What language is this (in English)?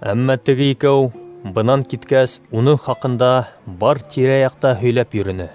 Bashkir